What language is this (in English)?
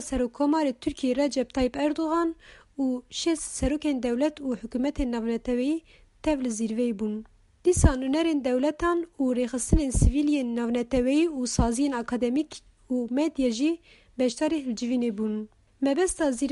Kurdish